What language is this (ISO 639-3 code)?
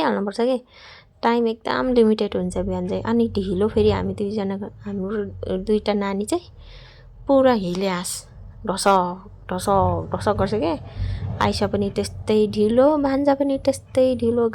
nep